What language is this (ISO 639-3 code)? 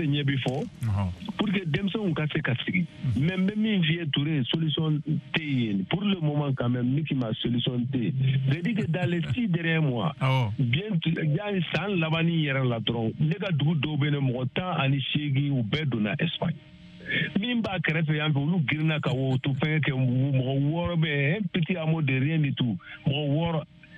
bam